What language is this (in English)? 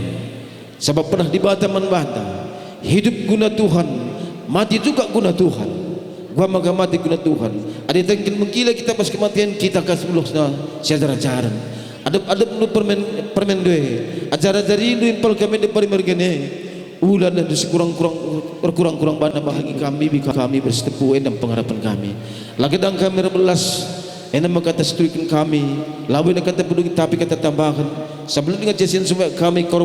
Batak Karo